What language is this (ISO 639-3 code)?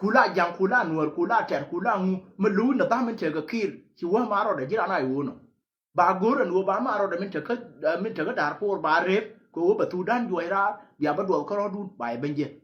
nus